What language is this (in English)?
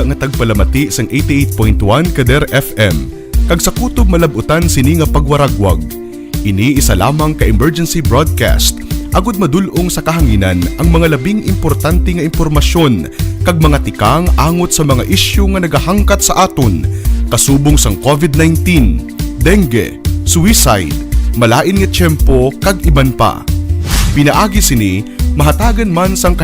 Hiligaynon